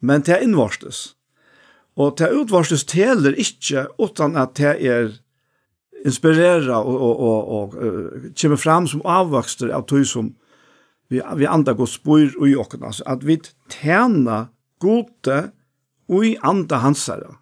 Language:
Faroese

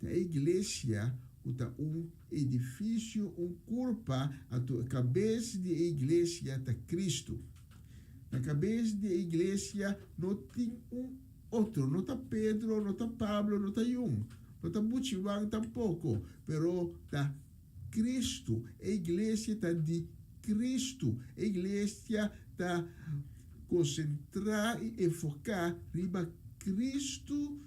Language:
Papiamento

